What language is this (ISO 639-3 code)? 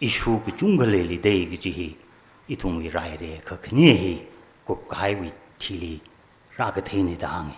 nmf